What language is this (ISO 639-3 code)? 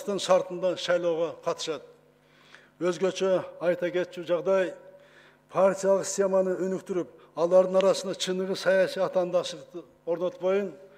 kir